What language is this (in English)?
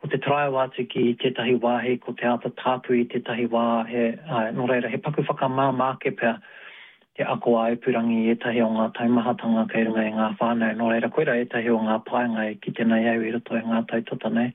Māori